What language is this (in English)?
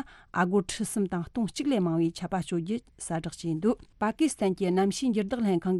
Tibetan